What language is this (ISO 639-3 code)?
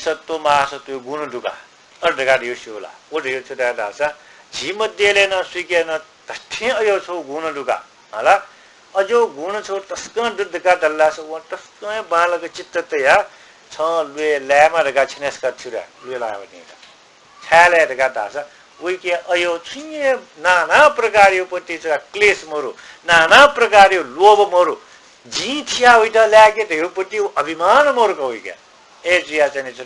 new